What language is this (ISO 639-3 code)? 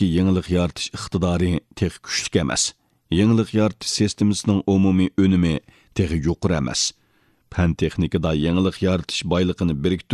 uig